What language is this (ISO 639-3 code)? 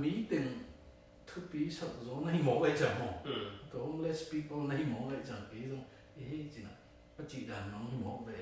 ctd